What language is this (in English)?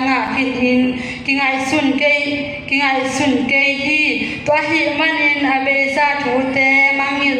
Tedim Chin